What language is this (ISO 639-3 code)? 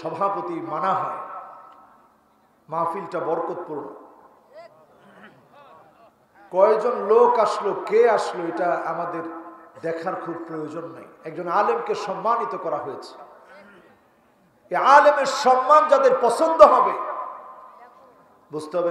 ben